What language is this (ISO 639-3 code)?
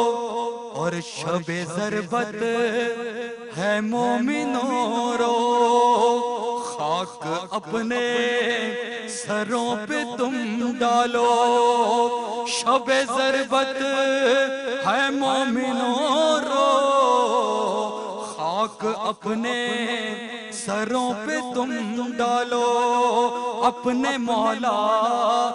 urd